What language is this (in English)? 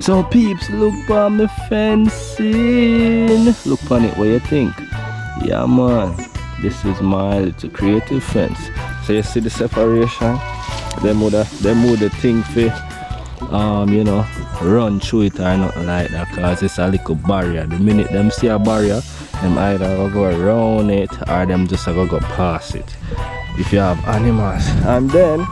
Jamaican Creole English